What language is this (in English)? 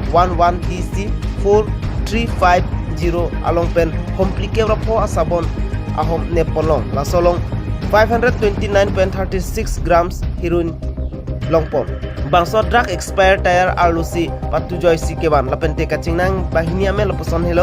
Karbi